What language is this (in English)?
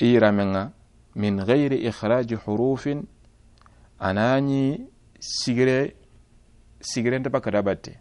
Soninke